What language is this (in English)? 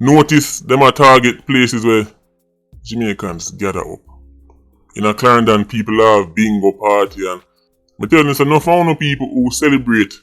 Jamaican Creole English